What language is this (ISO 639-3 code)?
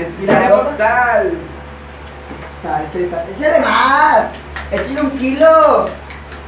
spa